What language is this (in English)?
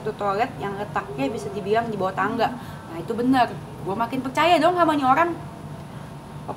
Indonesian